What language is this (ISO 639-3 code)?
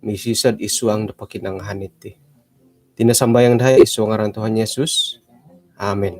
dtp